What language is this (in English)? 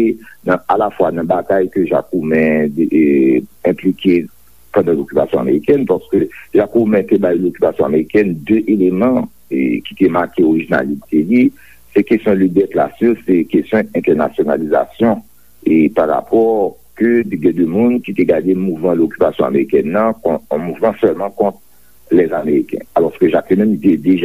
Haitian Creole